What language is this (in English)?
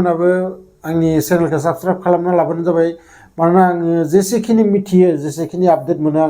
Bodo